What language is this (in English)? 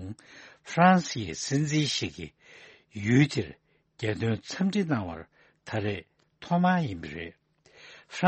Tibetan